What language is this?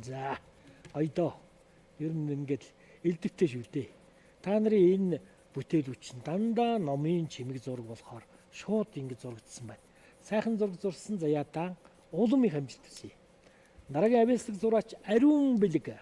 Mongolian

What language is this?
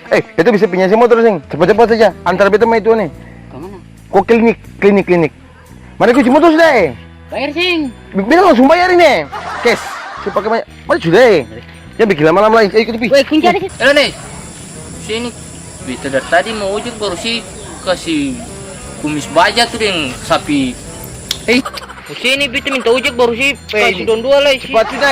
Ambonese Malay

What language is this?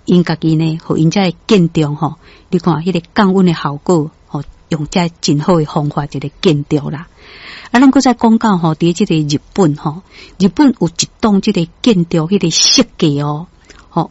Min Nan Chinese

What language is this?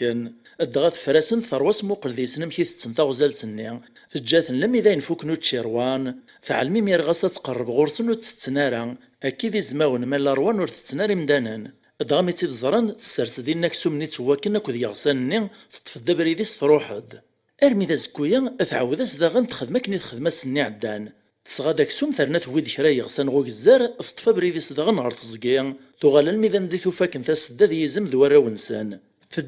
Kabyle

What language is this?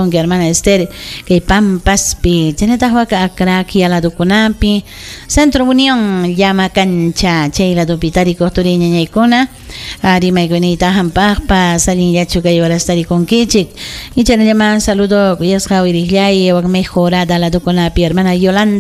Ayacucho Quechua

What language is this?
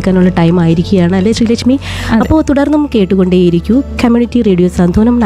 Malayalam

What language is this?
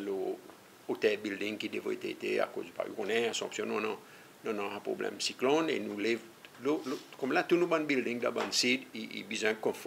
Seselwa Creole French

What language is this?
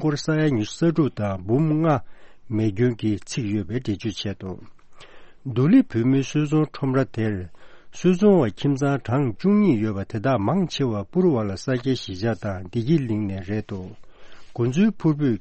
Tibetan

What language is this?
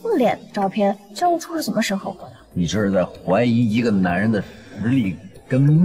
Chinese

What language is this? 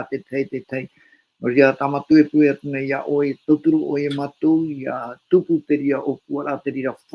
Tahitian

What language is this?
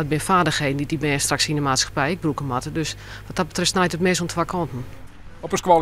Western Frisian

